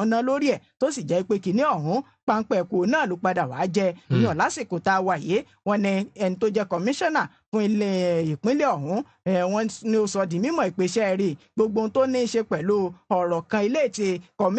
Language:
Yoruba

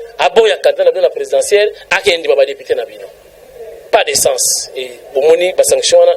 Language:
Lingala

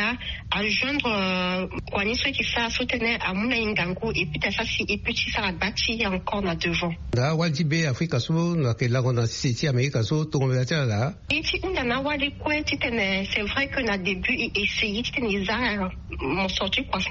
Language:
Sango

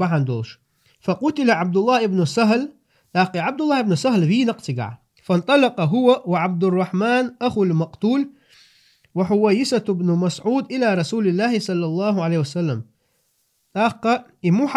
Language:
Chechen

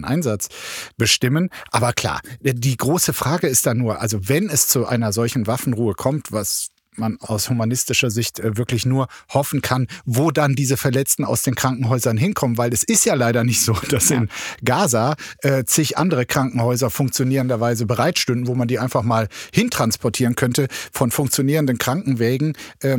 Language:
German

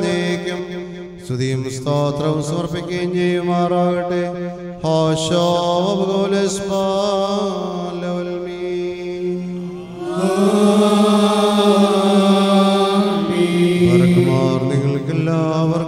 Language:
Malayalam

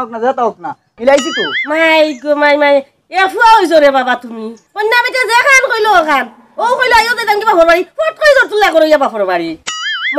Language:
Sylheti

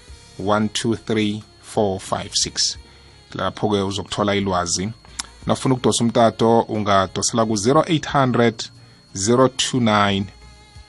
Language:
South Ndebele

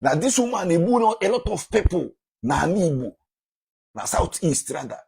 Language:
Igbo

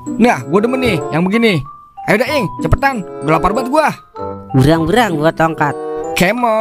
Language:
Betawi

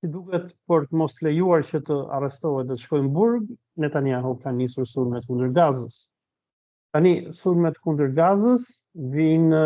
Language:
Albanian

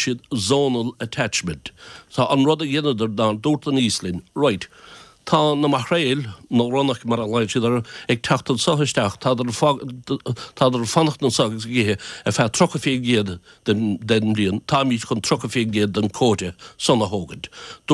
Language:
Irish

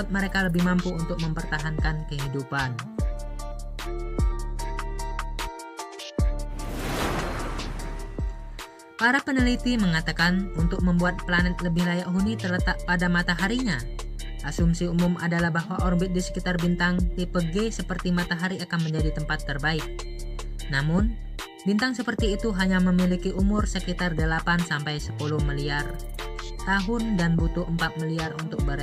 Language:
Indonesian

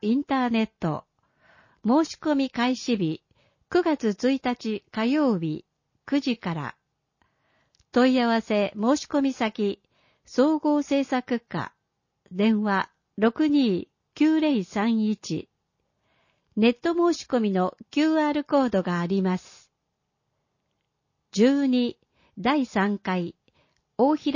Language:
Japanese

